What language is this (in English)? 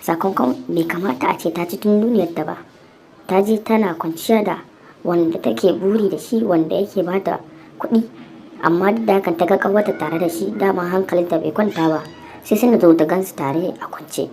Hausa